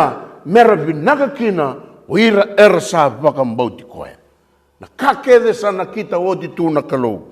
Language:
Fijian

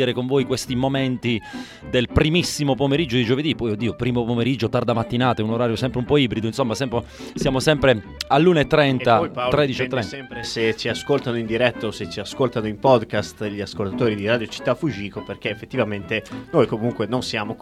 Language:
Italian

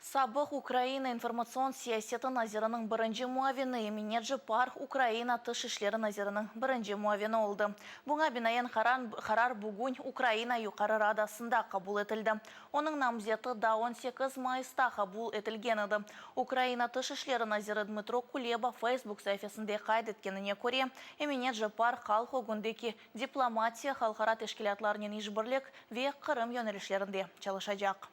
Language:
Crimean Tatar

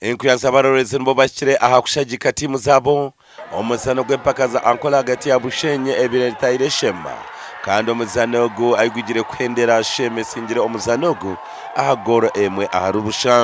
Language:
Nyankole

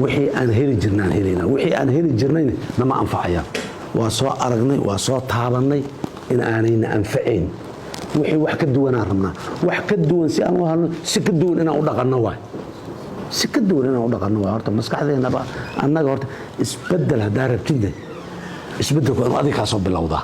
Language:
Somali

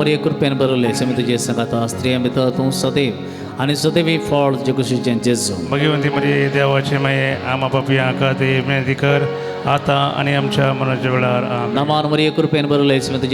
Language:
Konkani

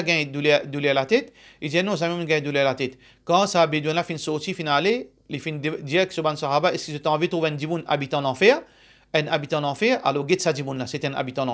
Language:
Morisyen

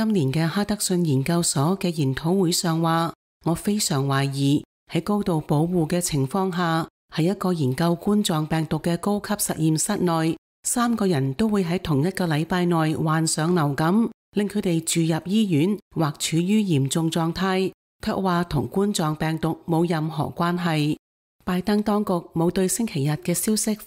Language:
Cantonese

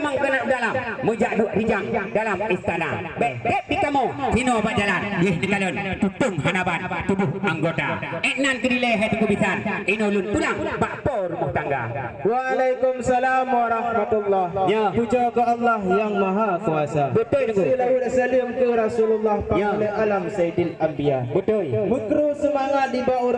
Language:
Achinese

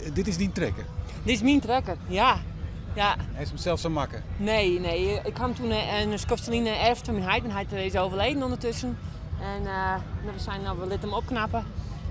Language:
Western Frisian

